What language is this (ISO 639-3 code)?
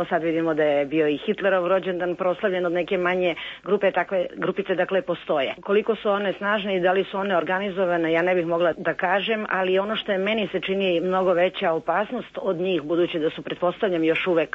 srp